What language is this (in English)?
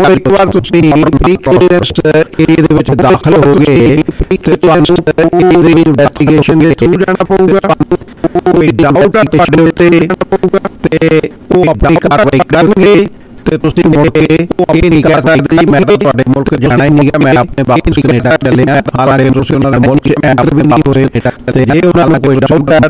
Punjabi